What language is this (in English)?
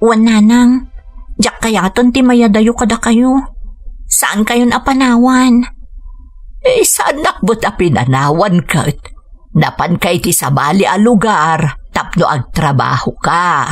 Iloko